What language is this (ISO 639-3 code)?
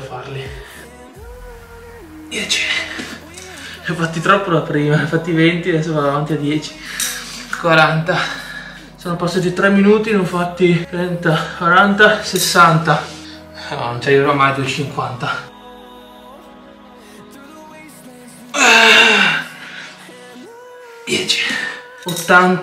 ita